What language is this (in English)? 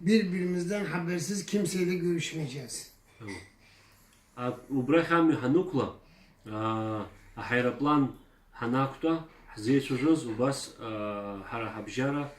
Abkhazian